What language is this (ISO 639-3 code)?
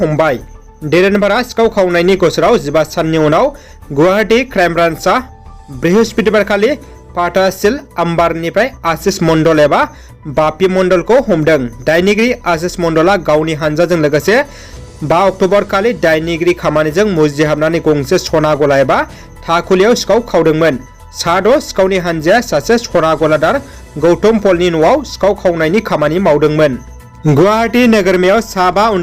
brx